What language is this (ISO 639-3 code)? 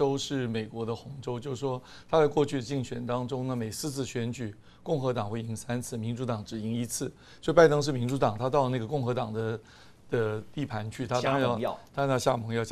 zho